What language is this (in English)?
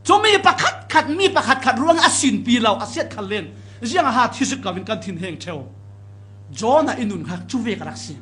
Falam Chin